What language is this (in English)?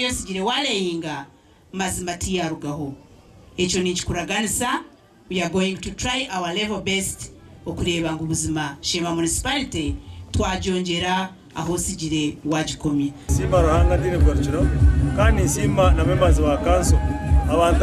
Nyankole